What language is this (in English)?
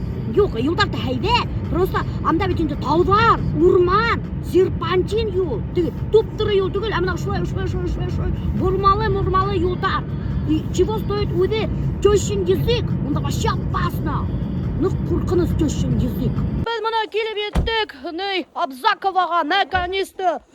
Bashkir